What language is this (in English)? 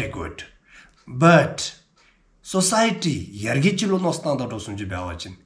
Dzongkha